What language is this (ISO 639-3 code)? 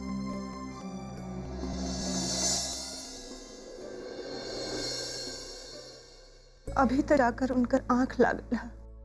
bho